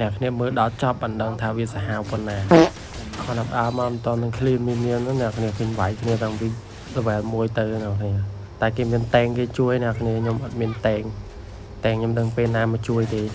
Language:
Khmer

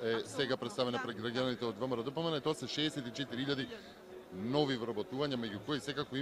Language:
Macedonian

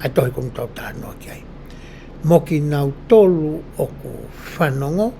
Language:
Tongan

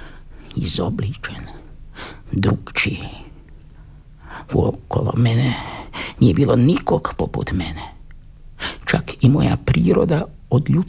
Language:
Croatian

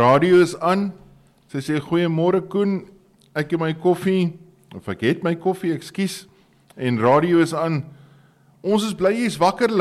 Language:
Afrikaans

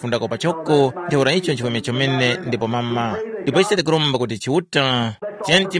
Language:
Tumbuka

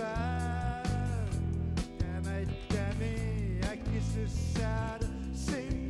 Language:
Kalaallisut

